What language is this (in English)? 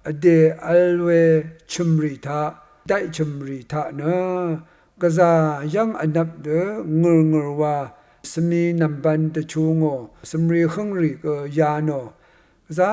Rawang